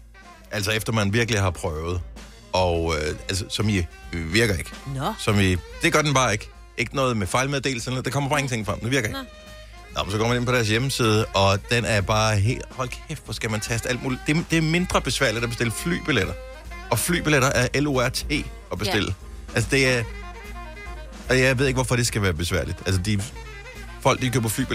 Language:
Danish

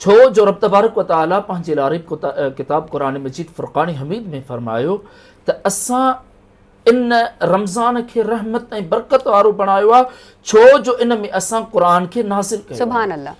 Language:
Sindhi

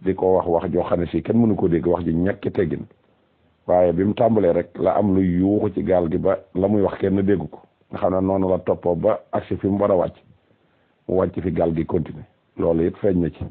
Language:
Wolof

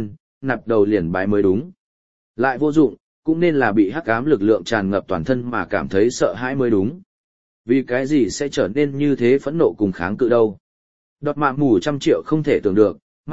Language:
Vietnamese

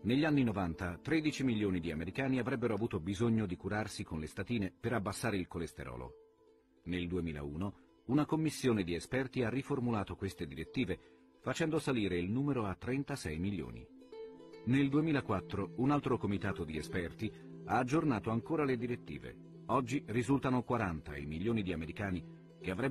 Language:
Italian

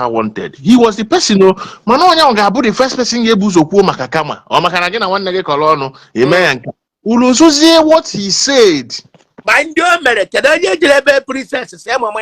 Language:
Igbo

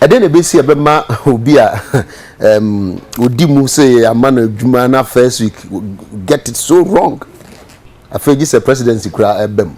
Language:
Akan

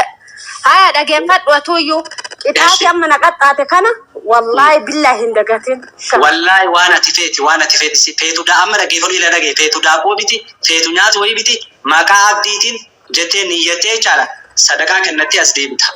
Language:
Oromo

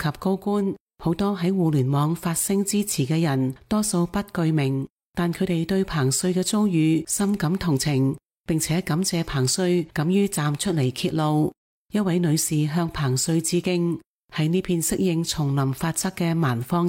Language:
Cantonese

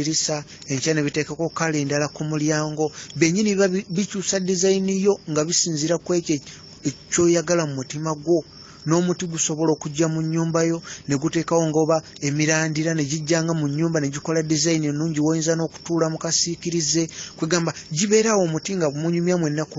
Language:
Ganda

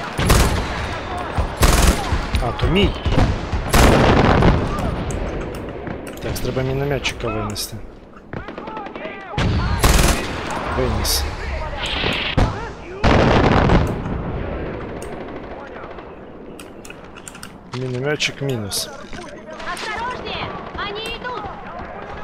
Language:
Ukrainian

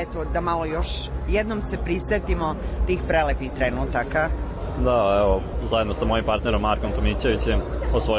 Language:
Serbian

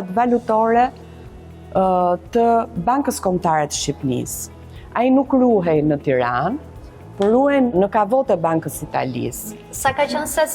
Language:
Albanian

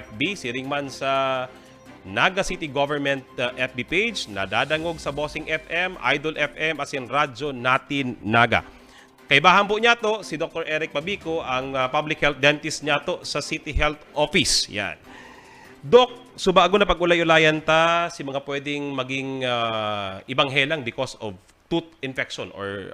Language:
Bikol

